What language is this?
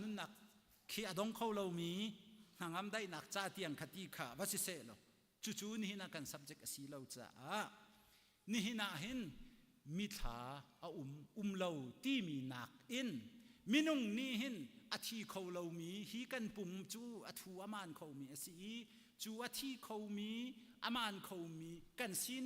Hakha Chin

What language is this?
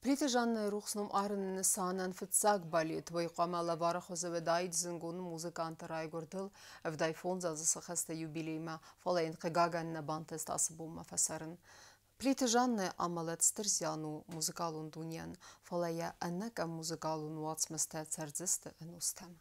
Ossetic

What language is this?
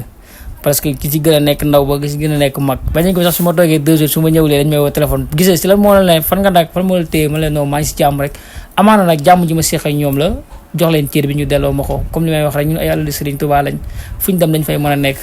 Wolof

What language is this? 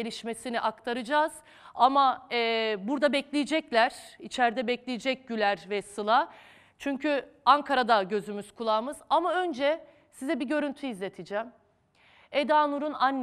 Turkish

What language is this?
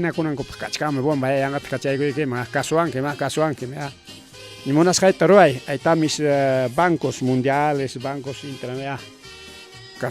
Ayacucho Quechua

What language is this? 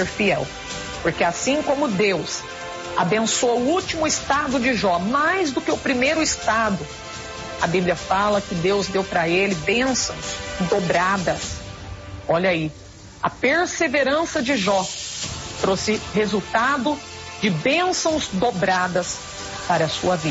Portuguese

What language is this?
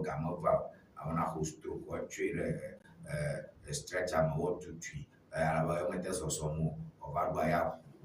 Ewe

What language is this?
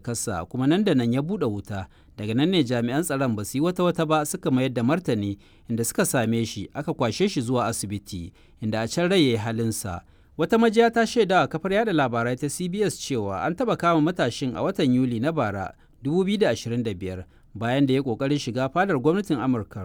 Hausa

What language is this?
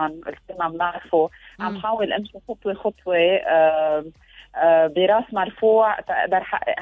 Tunisian Arabic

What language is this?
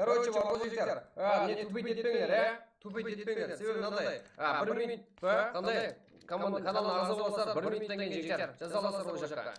Kara-Kalpak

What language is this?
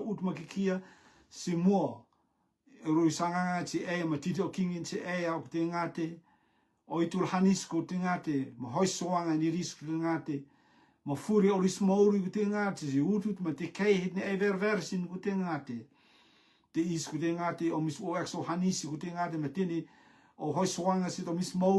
Rotuman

